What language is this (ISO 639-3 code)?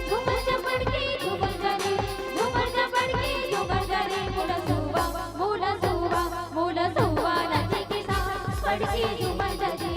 hne